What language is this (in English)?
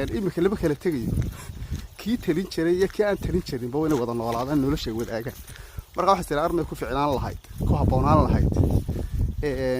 Somali